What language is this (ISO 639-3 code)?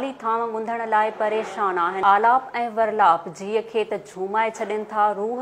snd